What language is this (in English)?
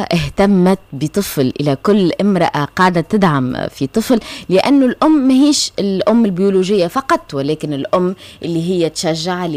Tunisian Arabic